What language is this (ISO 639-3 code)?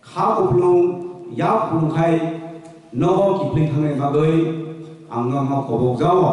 trp